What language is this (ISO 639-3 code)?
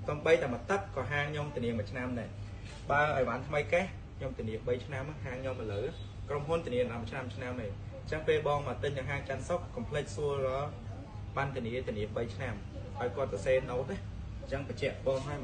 khm